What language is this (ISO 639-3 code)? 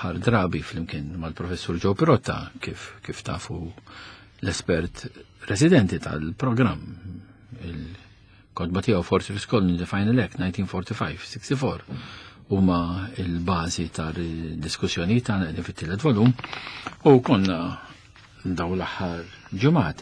mlt